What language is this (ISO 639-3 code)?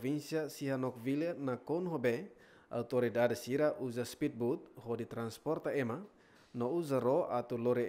tet